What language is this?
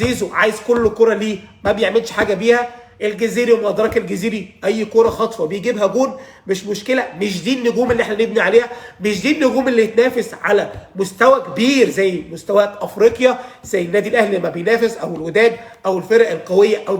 Egyptian Arabic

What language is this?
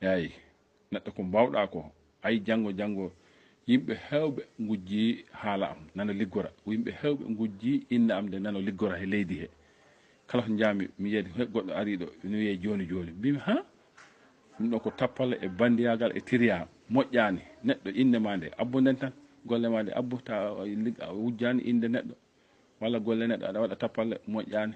Fula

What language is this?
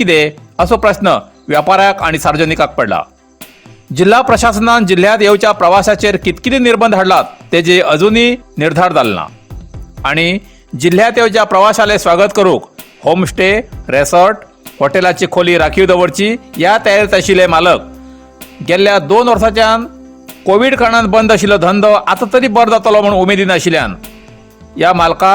Konkani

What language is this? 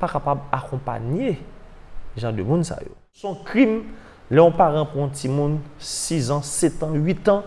Haitian Creole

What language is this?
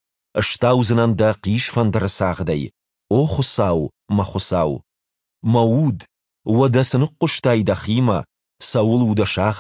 Ossetic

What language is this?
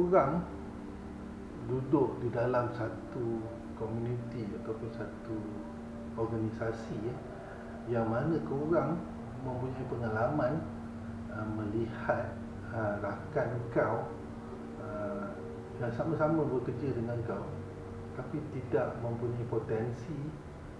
Malay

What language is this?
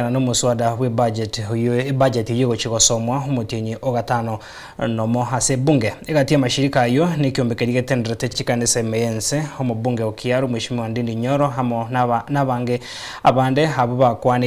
Gusii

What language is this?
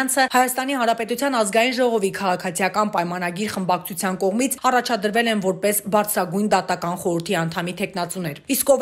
Armenian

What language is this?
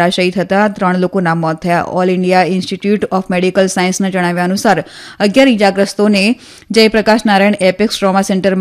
Gujarati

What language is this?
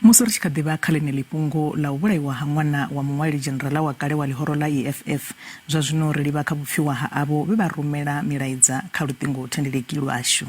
Venda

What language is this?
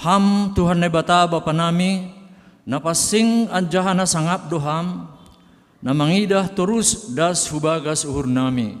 Batak Simalungun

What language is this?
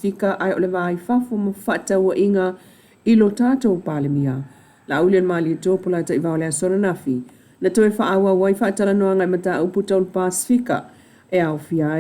Samoan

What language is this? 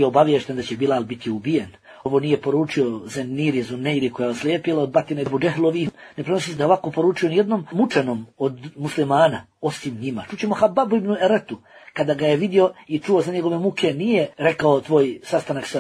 Bosnian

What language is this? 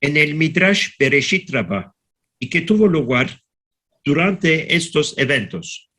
Ladino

